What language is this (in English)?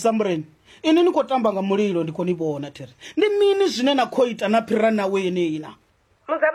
Venda